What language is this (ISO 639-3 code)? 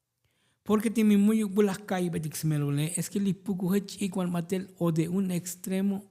tzo